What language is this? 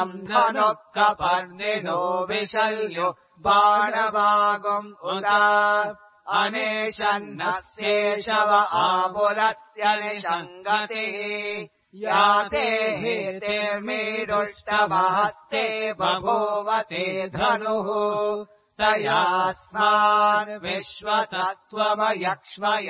Sanskrit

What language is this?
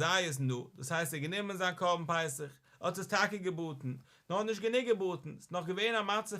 Yiddish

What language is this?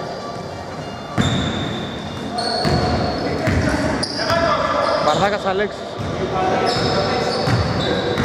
Greek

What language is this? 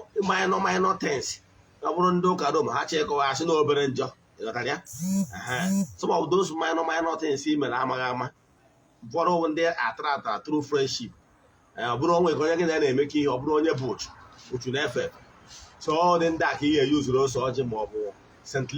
Igbo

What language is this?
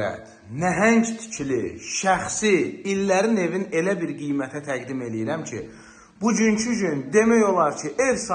Azerbaijani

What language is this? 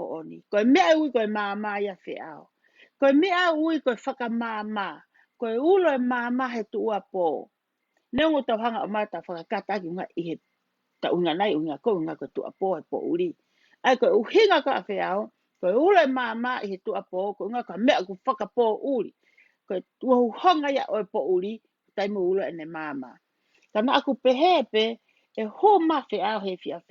Tongan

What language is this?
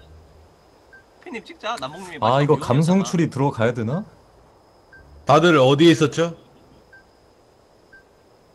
Korean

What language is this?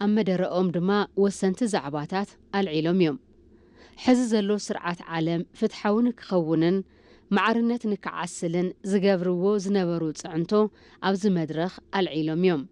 Tigrinya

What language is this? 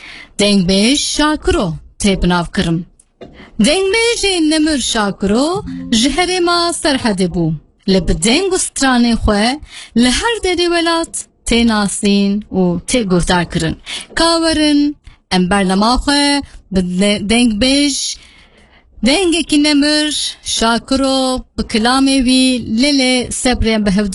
Kurdish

